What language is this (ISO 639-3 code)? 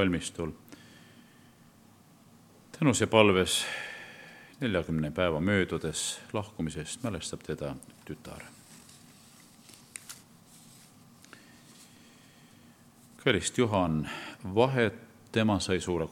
est